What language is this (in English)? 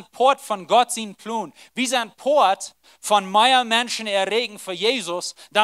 Plautdietsch